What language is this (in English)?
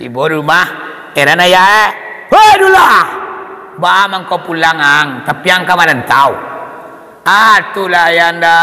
Minangkabau